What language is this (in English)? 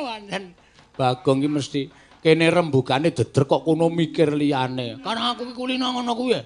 Javanese